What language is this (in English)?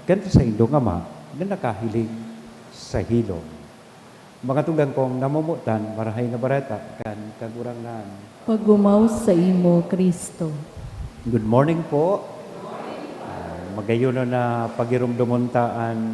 Bikol